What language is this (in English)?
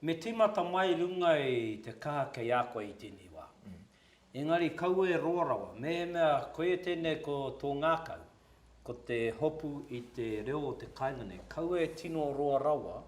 Māori